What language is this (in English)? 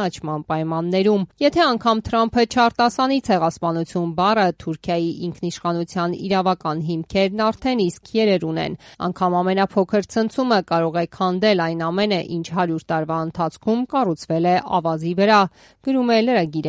Armenian